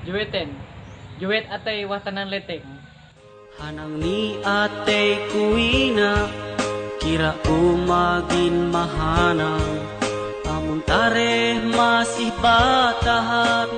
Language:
Ma'anyan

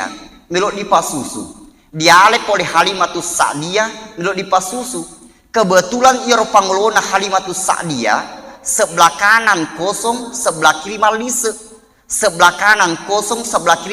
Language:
Buginese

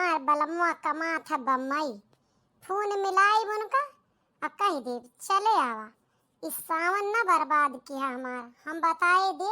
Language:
Awadhi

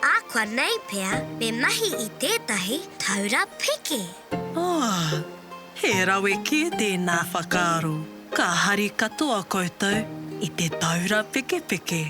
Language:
Māori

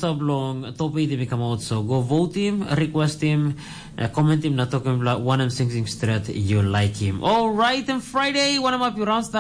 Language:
Tok Pisin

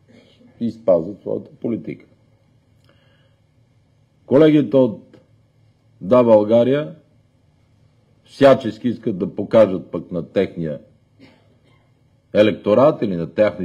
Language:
Bulgarian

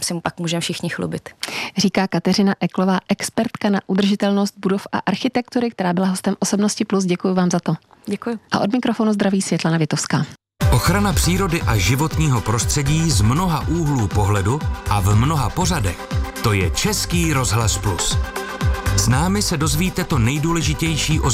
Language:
Czech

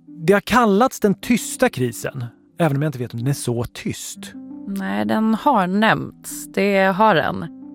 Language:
Swedish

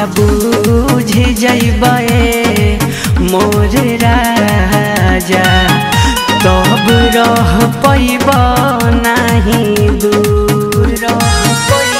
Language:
Bhojpuri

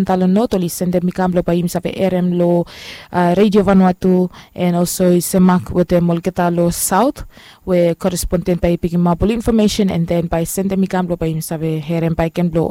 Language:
Bislama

